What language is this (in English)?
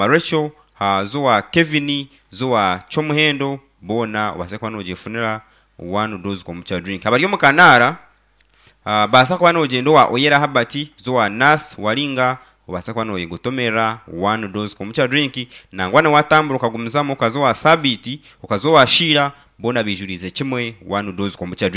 Nyankole